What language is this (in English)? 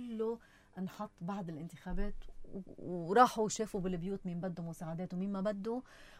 North Levantine Arabic